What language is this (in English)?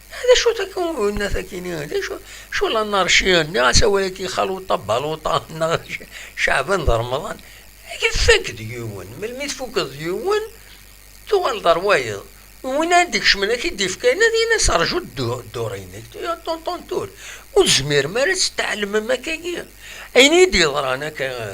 Kabyle